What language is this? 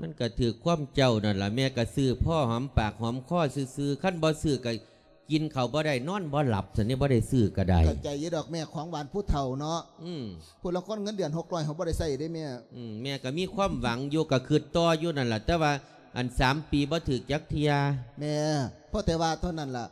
Lao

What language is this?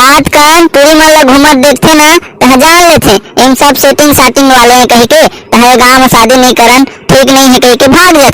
Chhattisgarhi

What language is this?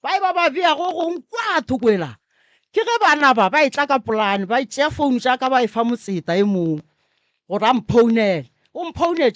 Northern Sotho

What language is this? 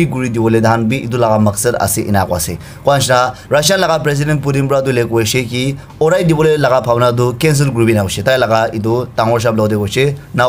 Naga Pidgin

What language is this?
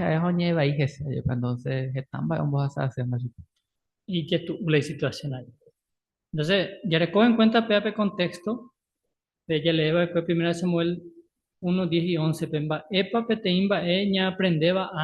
Guarani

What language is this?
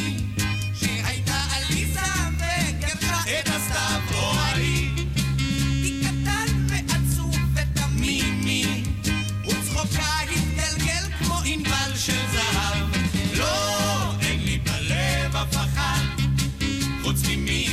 Hebrew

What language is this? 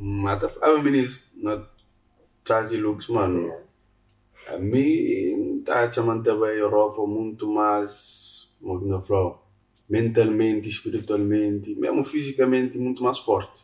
Kabuverdianu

